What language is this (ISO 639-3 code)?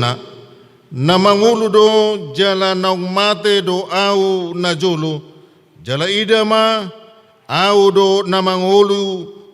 bbc